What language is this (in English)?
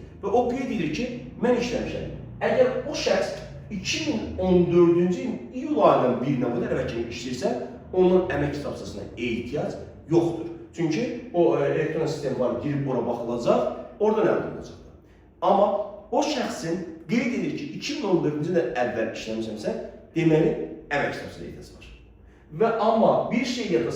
Azerbaijani